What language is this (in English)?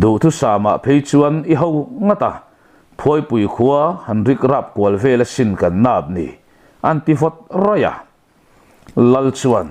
Mizo